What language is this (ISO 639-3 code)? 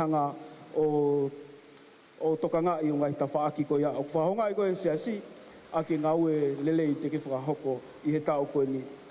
ton